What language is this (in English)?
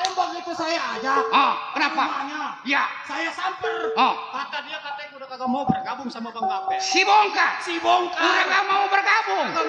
Betawi